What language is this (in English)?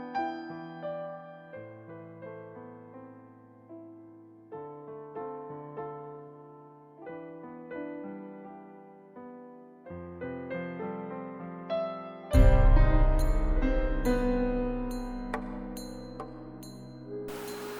Kachin